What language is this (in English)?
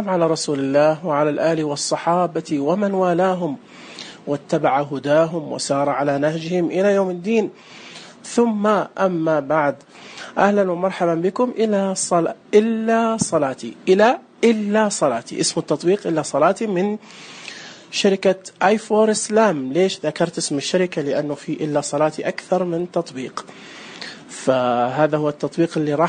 Najdi Arabic